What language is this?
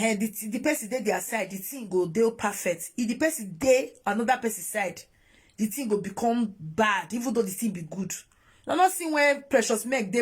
Nigerian Pidgin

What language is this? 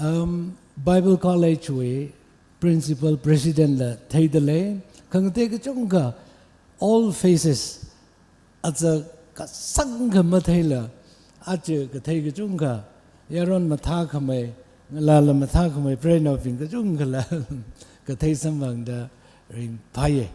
Tangkhul Naga (India)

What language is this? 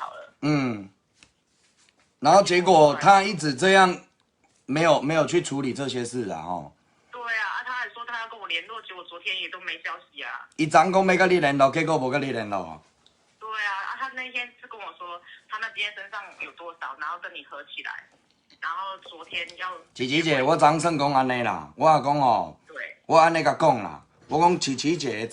Min Nan Chinese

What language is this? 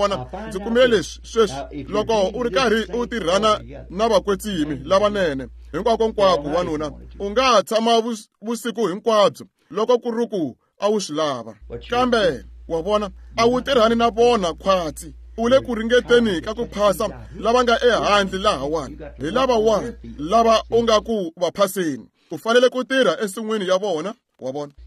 Tsonga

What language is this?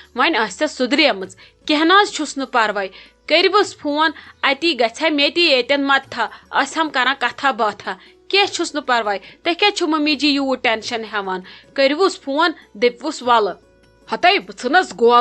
Kashmiri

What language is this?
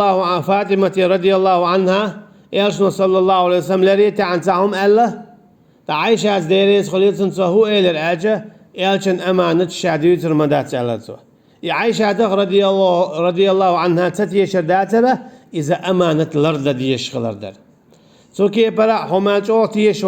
Chechen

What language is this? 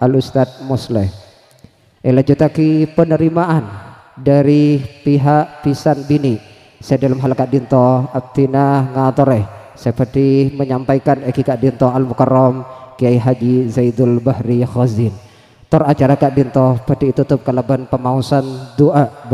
Madurese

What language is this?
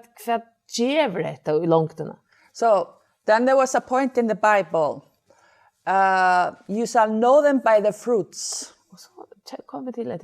Faroese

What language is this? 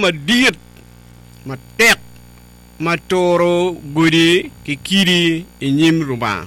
Acoli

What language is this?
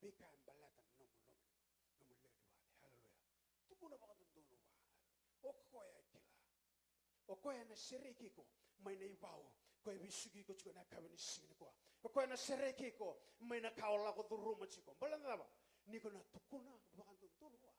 Fijian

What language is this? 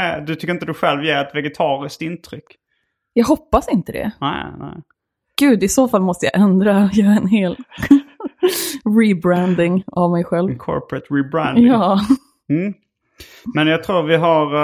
Swedish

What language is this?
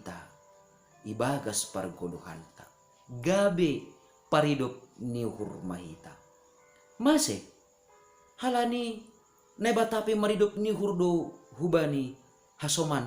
Batak Simalungun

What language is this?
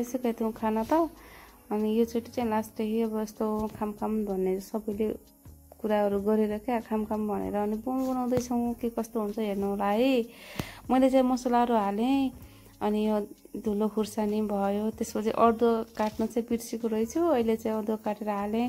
Nepali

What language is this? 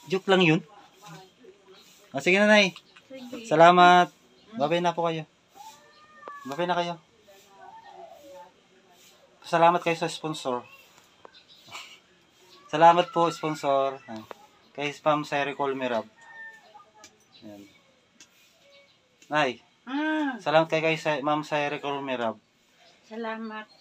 Filipino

